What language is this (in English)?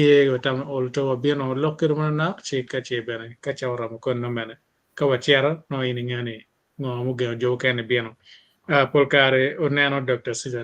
Acoli